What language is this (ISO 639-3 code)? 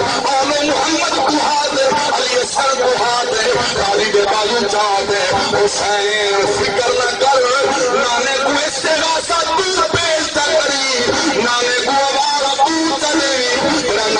skr